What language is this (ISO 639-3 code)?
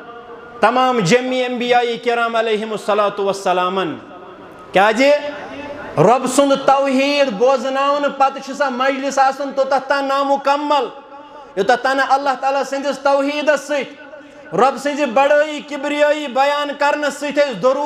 kas